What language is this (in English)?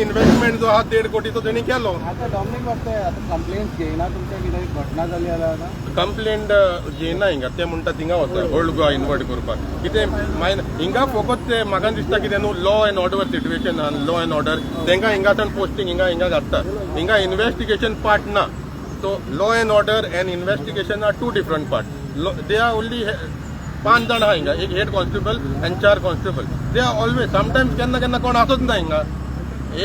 Konkani